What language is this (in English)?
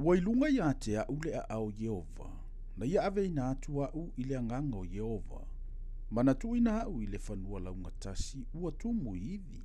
Samoan